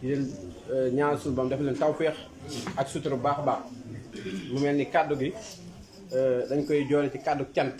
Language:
Wolof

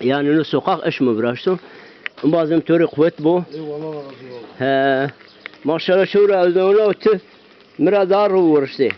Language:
Zaza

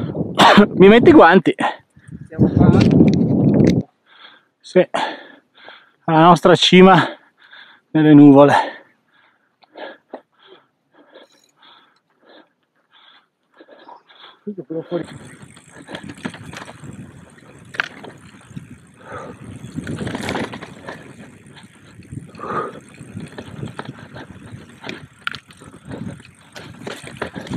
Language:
Italian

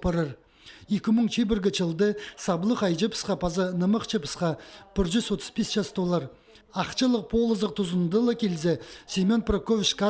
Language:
Khakas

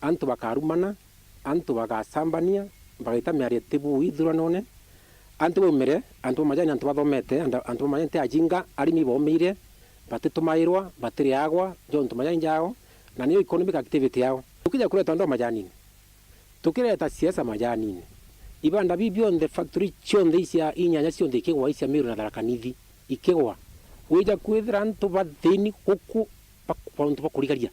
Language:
Meru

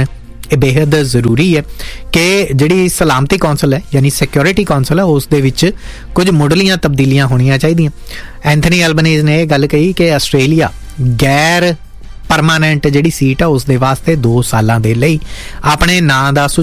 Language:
Punjabi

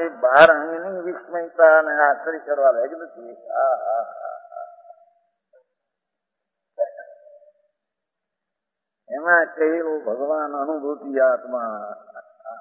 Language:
Gujarati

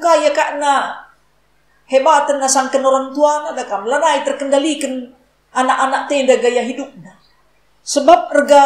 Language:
Batak Karo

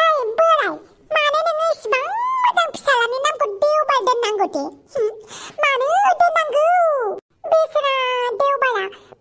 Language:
Bodo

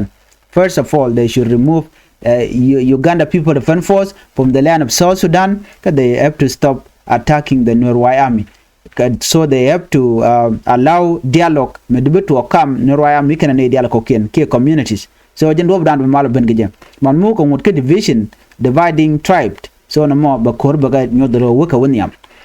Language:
Nuer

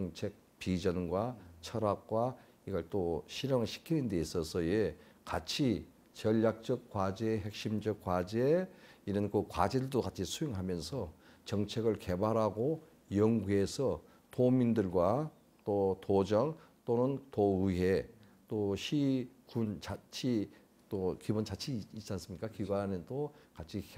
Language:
Korean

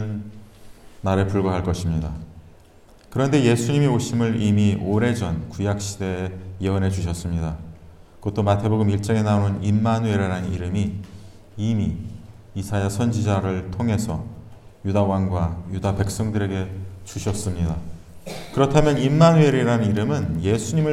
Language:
Korean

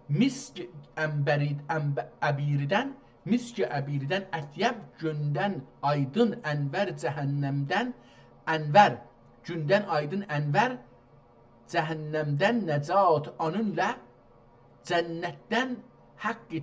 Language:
South Azerbaijani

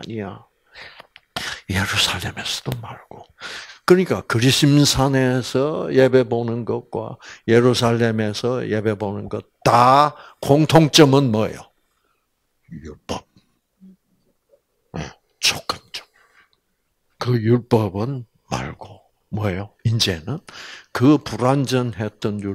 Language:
Korean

